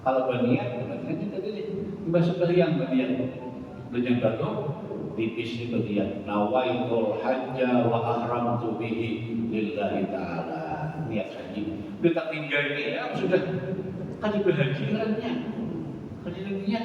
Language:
Banjar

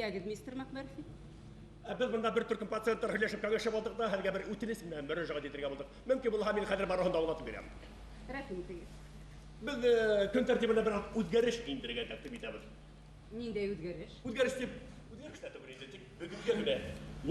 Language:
Bashkir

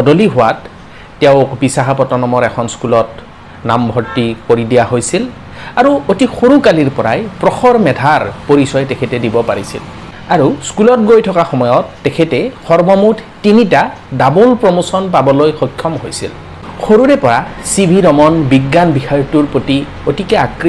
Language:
Assamese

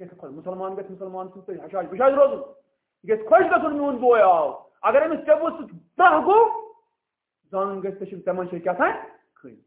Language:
Kashmiri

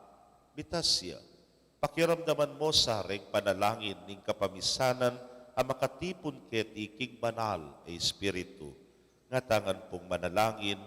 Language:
Pampanga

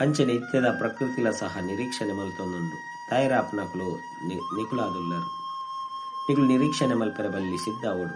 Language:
Tulu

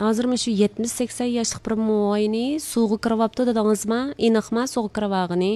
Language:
Uyghur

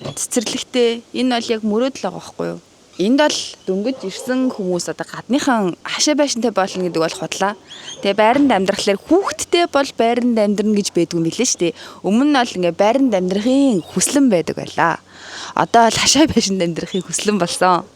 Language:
Mongolian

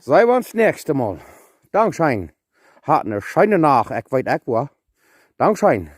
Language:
Plautdietsch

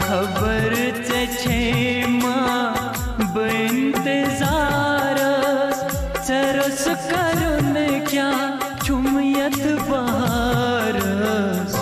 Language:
Kashmiri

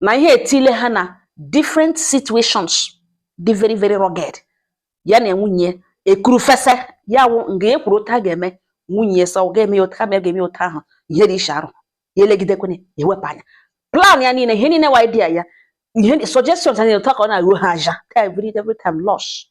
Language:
Igbo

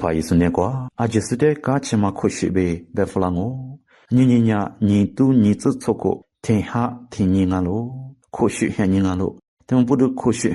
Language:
Lisu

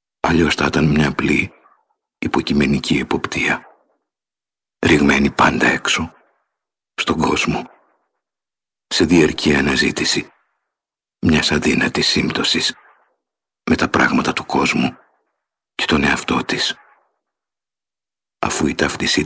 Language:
Greek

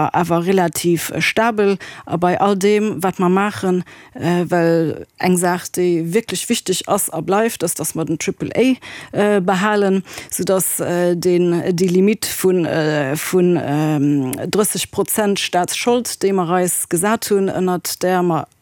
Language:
Luxembourgish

